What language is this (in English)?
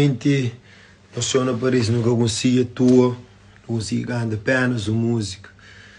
Kabuverdianu